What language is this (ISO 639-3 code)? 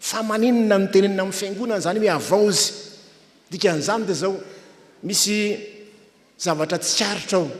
mlg